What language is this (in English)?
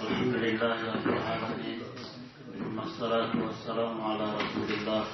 Pular